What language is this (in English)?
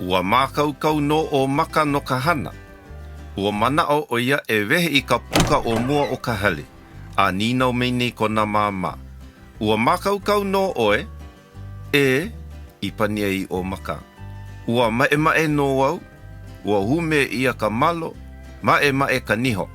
Hawaiian